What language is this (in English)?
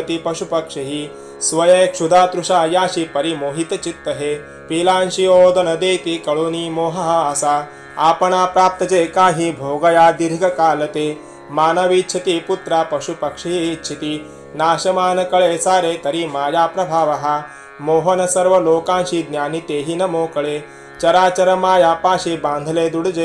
Marathi